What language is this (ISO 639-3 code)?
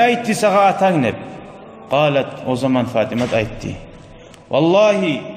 kum